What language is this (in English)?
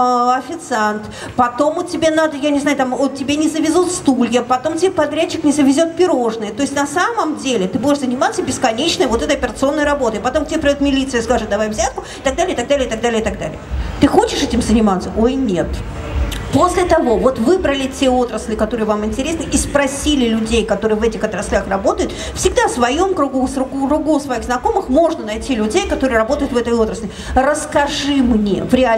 Russian